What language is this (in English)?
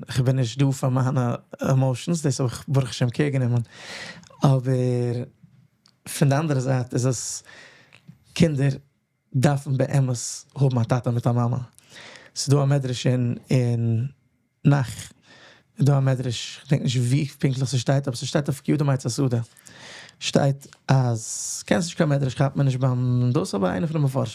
Yiddish